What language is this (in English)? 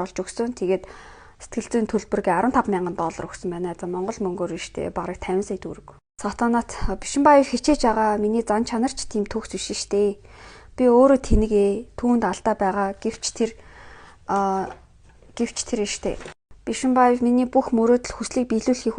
Mongolian